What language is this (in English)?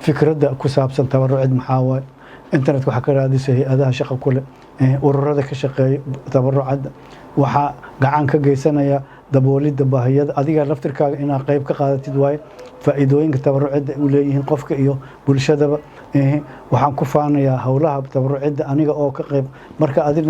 Somali